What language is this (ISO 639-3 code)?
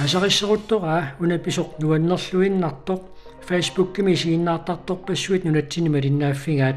kal